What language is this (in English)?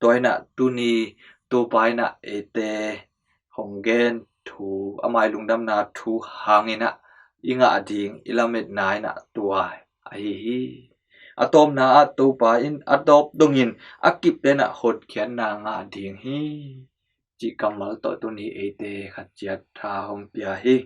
Tedim Chin